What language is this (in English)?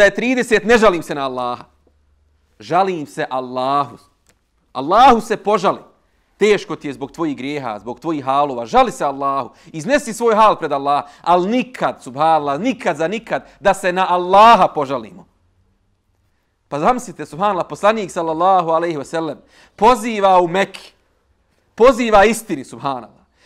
Bosnian